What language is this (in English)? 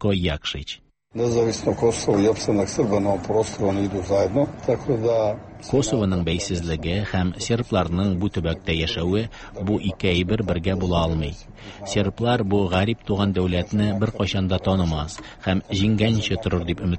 Tatar